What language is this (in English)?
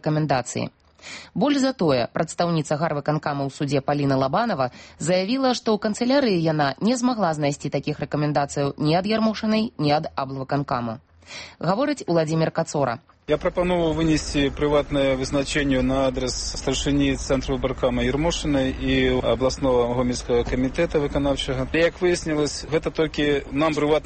Belarusian